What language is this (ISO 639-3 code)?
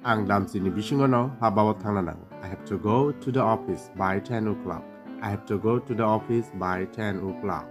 trp